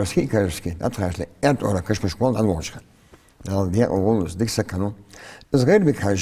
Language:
Ingush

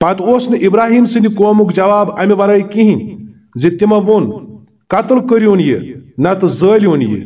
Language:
Kashmiri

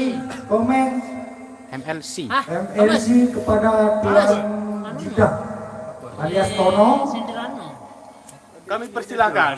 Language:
Sasak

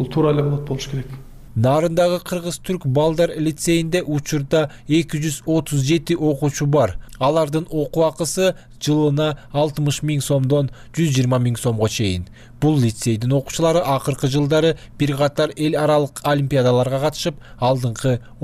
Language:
Kyrgyz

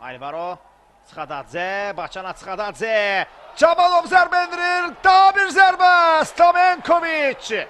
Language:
Azerbaijani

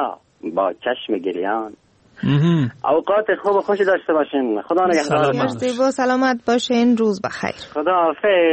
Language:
Persian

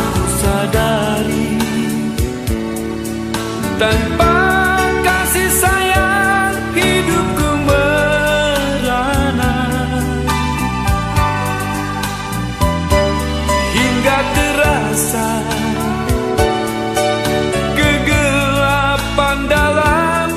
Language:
Indonesian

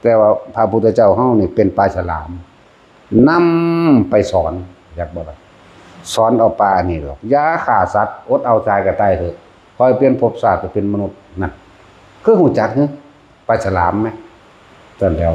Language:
Northeastern Thai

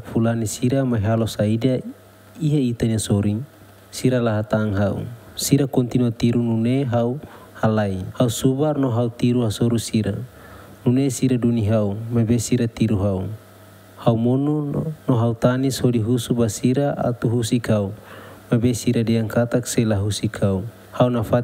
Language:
Tetum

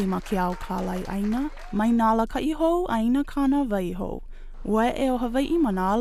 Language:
Hawaiian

